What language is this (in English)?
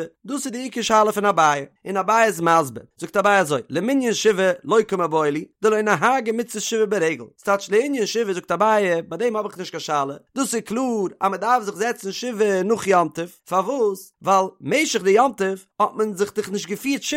Yiddish